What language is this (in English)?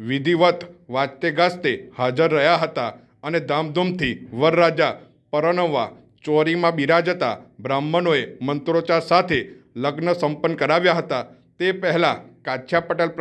Gujarati